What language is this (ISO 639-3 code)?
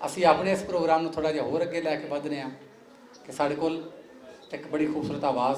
lah